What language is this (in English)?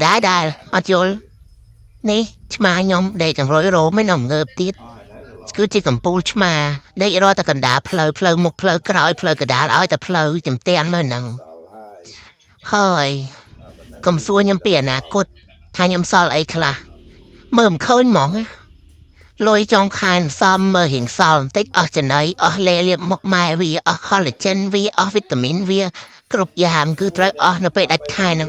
Khmer